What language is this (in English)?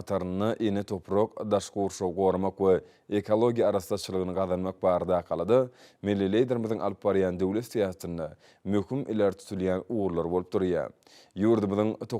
Turkmen